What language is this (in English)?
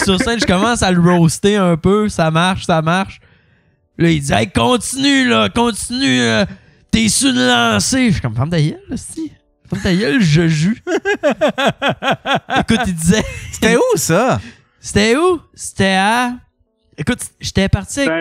French